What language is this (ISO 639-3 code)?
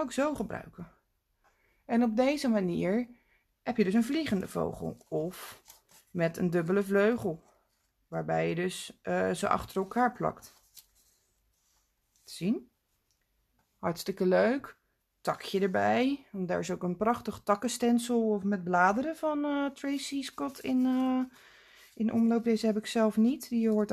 nld